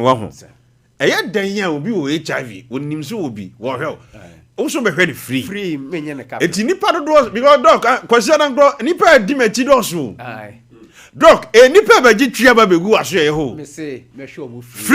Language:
Akan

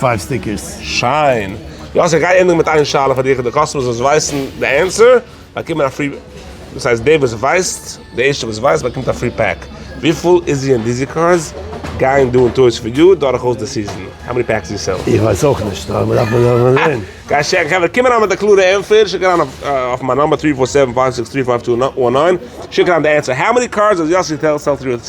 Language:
Yiddish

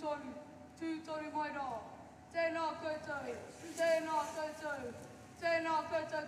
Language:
Māori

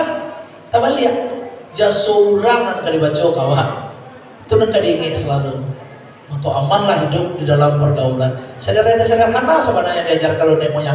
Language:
Minangkabau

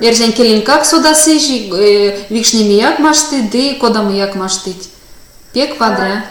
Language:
Erzya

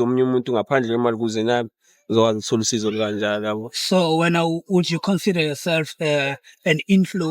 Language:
Zulu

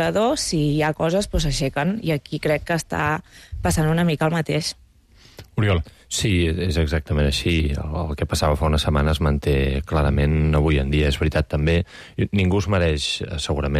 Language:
Catalan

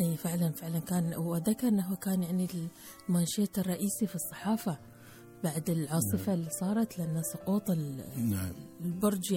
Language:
Gulf Arabic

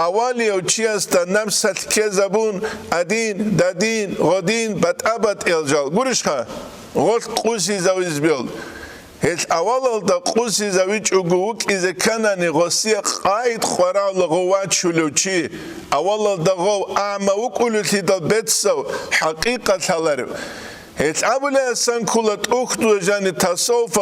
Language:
Avaric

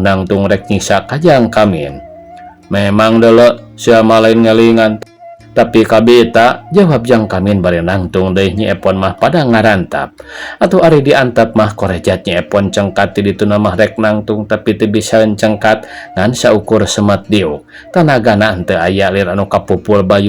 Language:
Sundanese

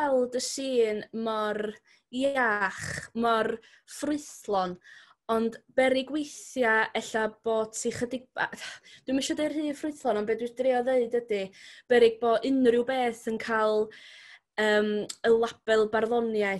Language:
Welsh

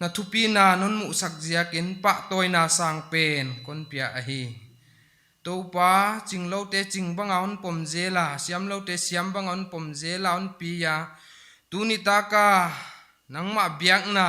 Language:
Paite Chin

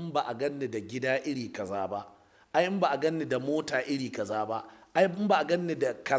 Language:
Hausa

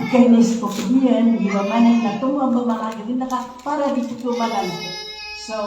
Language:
Maranao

